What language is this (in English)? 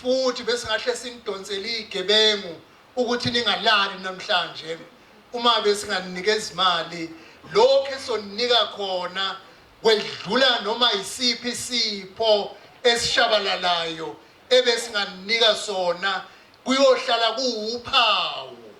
Zulu